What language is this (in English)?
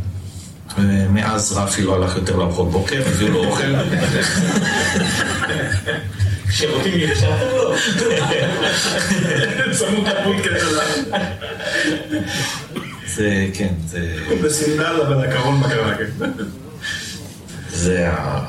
Hebrew